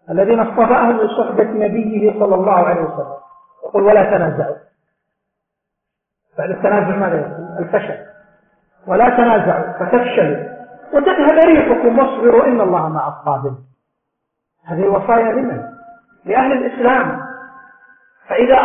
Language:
Arabic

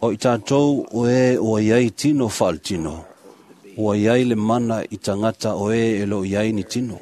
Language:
Samoan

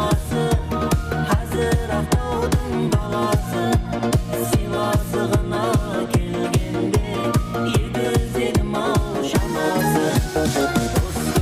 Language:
Kara-Kalpak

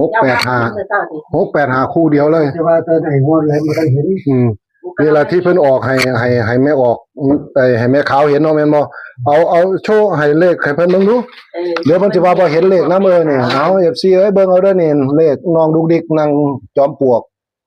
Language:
Northeastern Thai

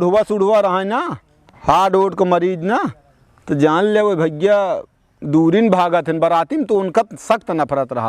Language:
Awadhi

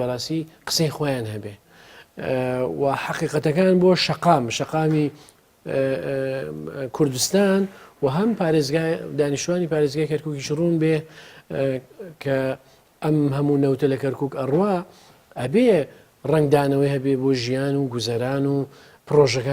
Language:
Central Kurdish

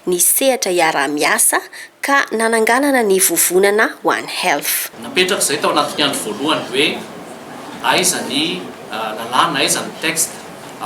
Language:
Malagasy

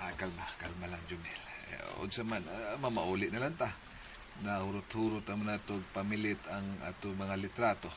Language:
Cebuano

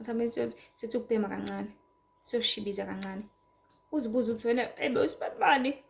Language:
Zulu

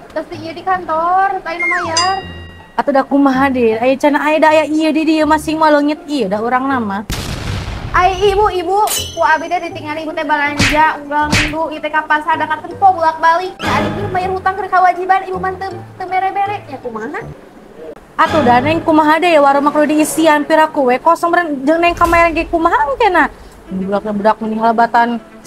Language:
Sundanese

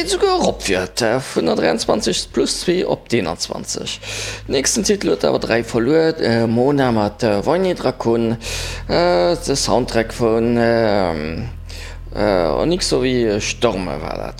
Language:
Luxembourgish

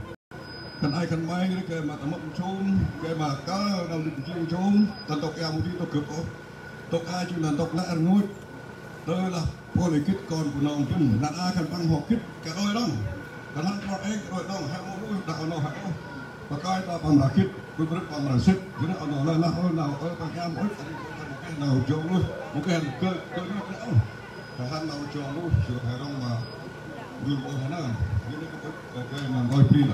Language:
Central Mnong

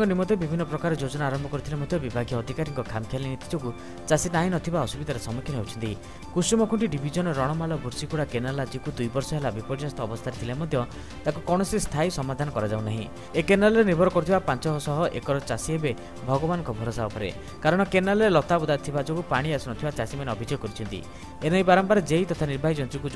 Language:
Odia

